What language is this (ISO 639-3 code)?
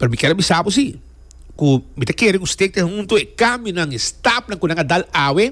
pap